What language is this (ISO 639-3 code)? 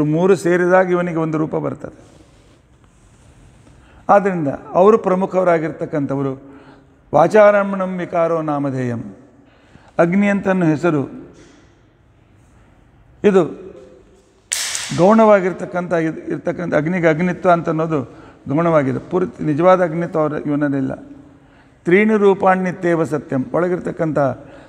kan